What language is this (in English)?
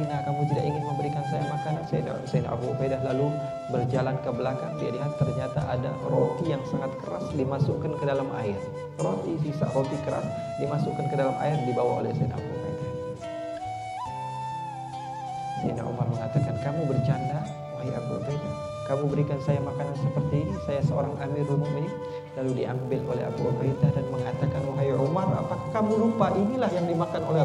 Indonesian